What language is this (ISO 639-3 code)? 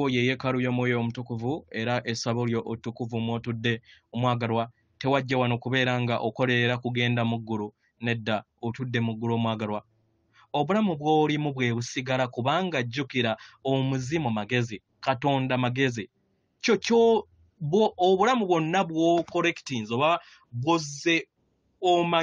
lug